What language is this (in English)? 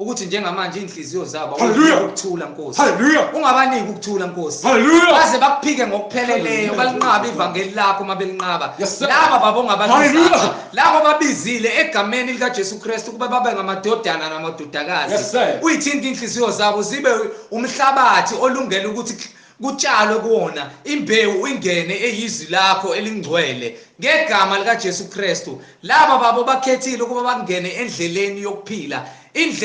Zulu